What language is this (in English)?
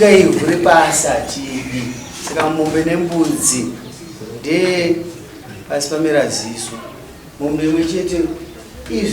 Shona